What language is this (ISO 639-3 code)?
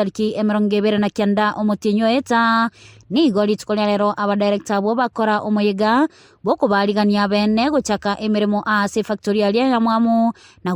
guz